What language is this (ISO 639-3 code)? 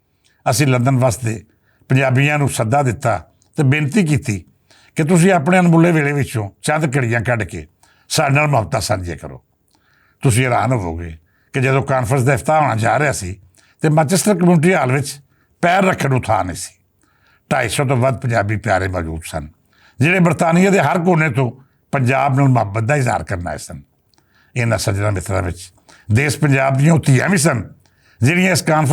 lah